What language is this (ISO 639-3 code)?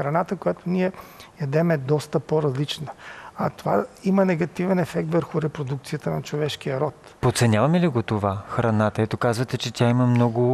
bul